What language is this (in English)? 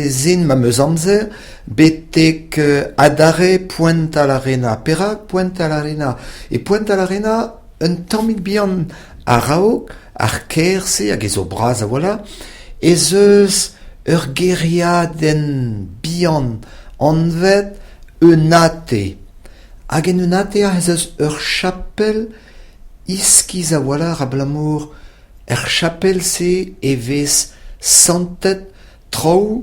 Breton